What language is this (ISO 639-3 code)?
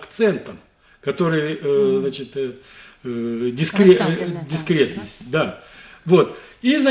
rus